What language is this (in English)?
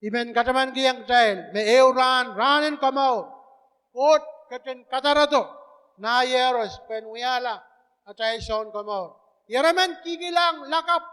Pohnpeian